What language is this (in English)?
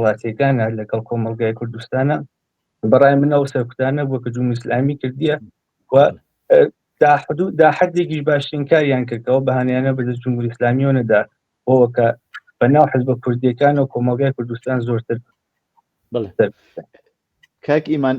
Central Kurdish